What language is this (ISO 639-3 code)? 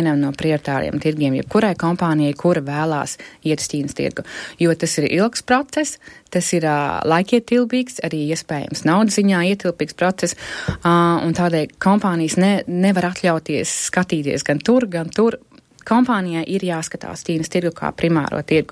lav